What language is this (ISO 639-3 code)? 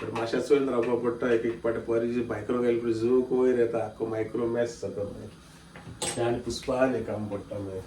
kok